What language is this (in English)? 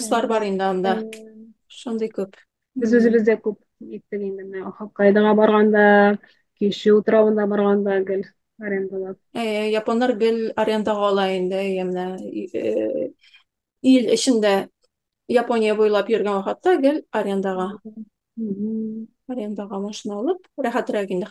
Tatar